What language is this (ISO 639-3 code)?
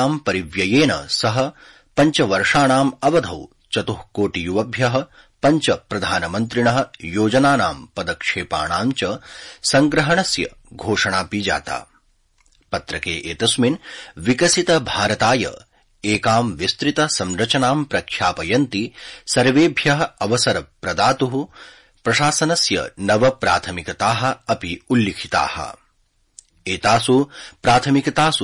san